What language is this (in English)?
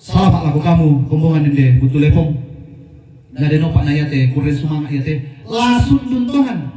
Toraja-Sa'dan